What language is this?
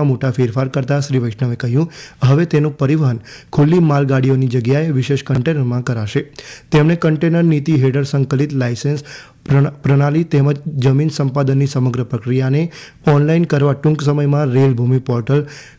Gujarati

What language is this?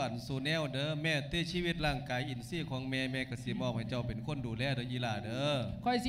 Lao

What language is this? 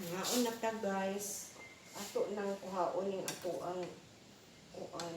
Cebuano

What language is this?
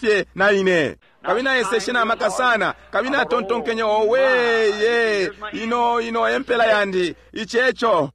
Bemba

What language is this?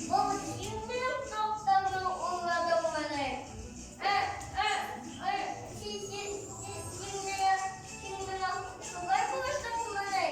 Bashkir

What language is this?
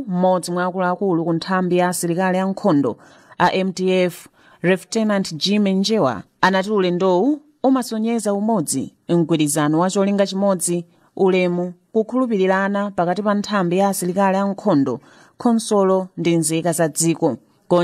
Nyanja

